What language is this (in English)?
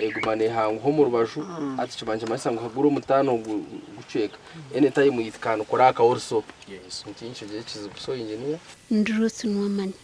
Nyankole